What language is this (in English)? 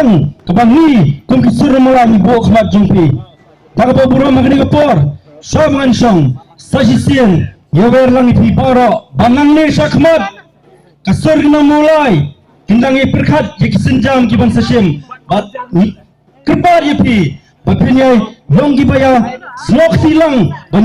Khasi